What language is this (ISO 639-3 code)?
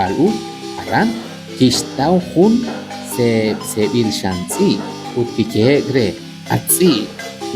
kek